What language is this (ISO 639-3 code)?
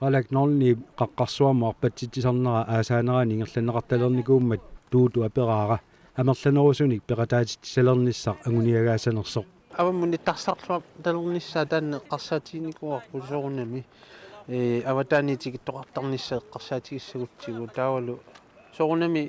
kal